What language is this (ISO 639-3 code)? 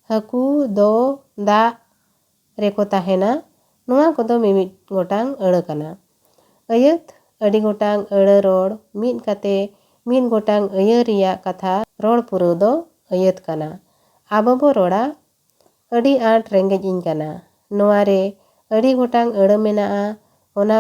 sat